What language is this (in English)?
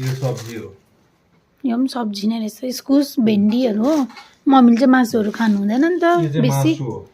Nepali